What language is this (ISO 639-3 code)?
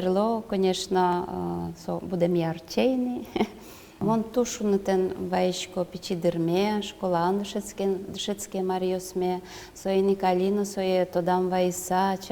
udm